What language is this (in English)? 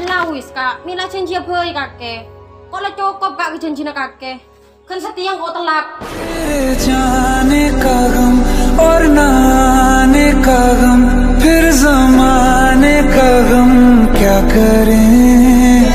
Madurese